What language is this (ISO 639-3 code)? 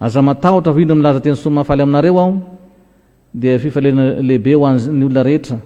mlg